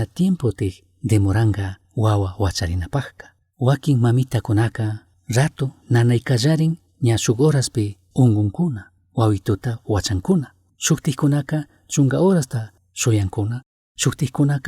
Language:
Chimborazo Highland Quichua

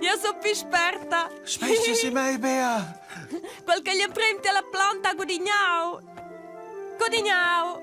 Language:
Romansh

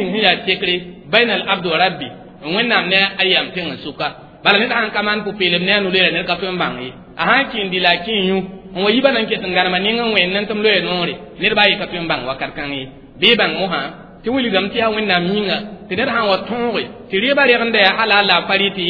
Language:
Mossi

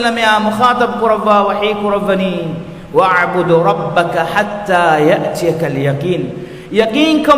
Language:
Divehi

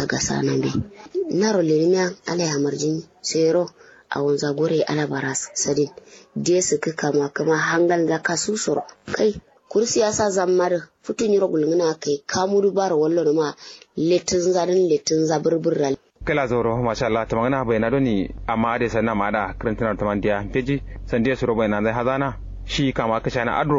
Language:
Kanuri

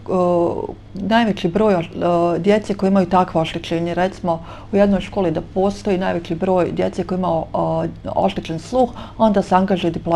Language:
Bosnian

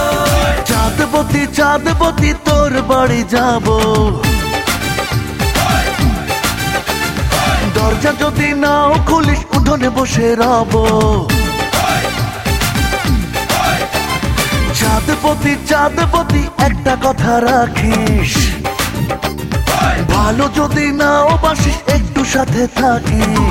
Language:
Bangla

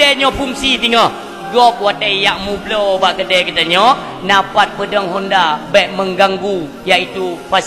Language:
Achinese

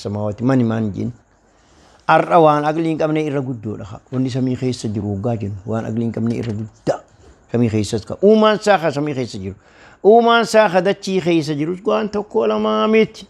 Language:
Oromo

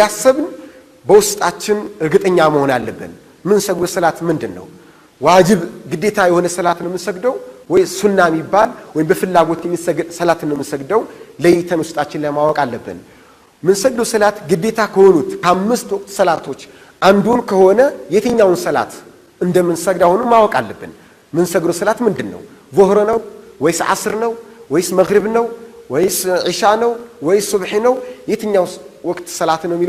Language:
Amharic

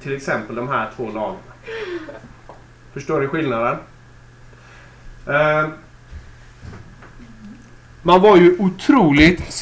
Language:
Swedish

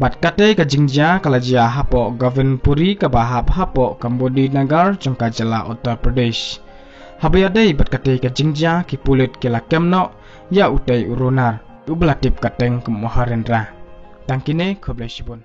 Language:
Khasi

